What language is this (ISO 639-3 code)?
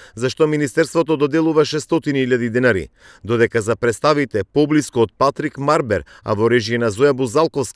mkd